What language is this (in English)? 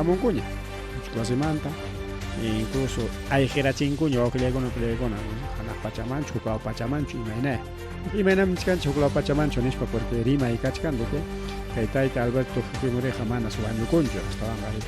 Ayacucho Quechua